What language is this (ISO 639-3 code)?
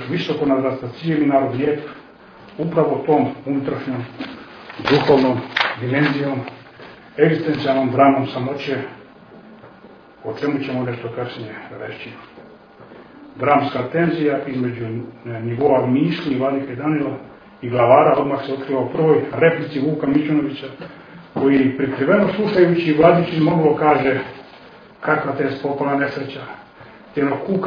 srp